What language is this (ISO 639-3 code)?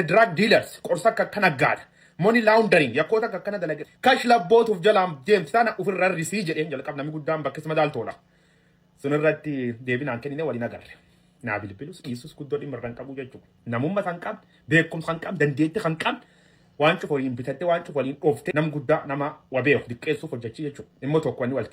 orm